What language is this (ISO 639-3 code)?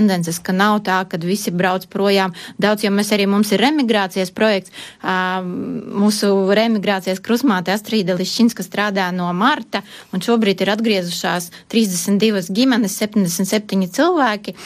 lav